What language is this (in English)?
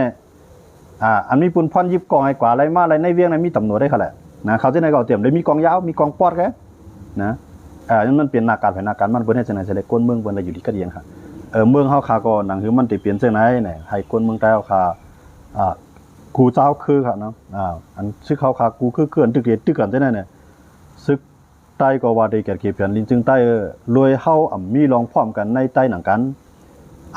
Shan